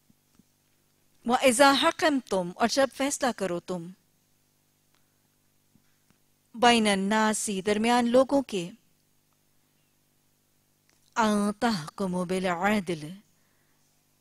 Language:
Urdu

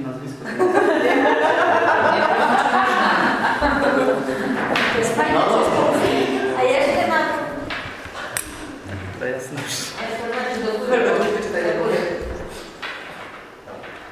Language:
Polish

